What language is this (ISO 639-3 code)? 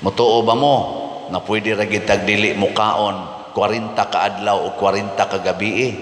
ceb